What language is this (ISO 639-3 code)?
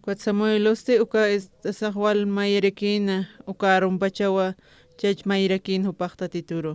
aym